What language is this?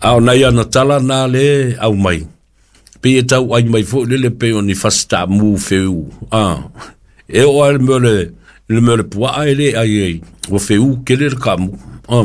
Samoan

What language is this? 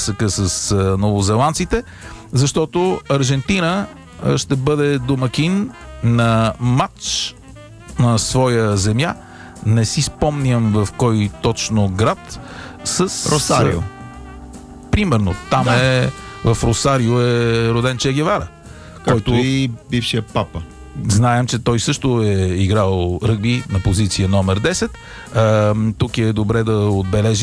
Bulgarian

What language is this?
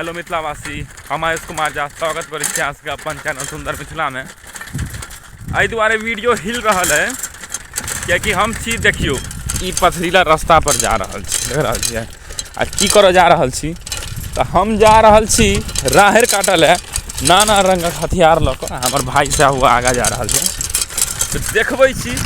Maithili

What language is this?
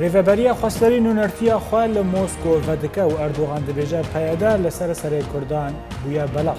Kurdish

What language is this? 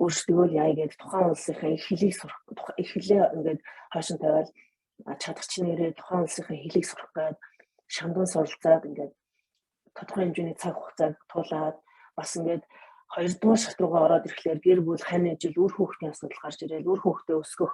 Mongolian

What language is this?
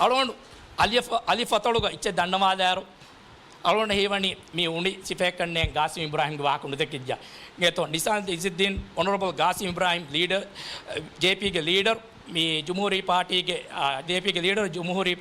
Divehi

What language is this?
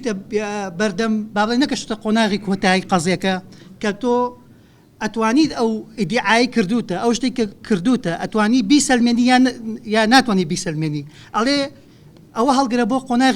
Central Kurdish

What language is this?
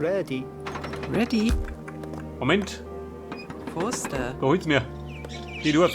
Bavarian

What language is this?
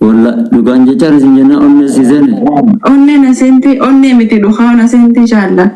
Oromo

